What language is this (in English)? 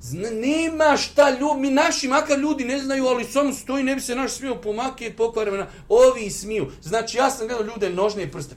Bosnian